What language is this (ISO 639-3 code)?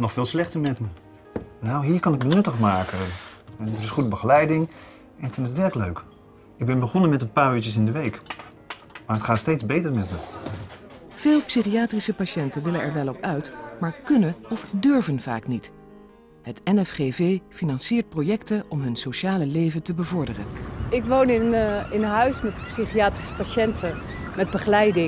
nld